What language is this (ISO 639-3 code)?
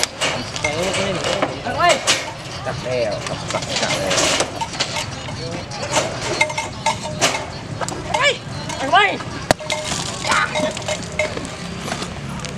tha